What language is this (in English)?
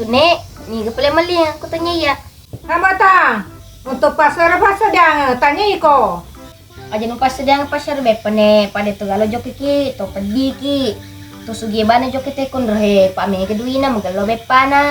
Buginese